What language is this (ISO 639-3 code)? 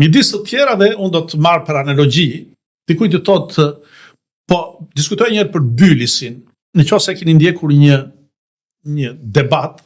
sqi